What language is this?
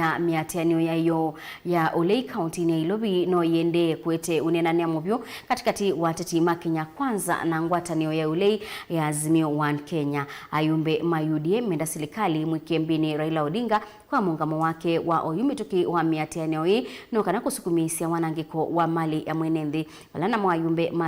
Kamba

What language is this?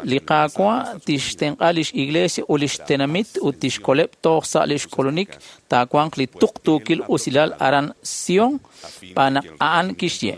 Kekchí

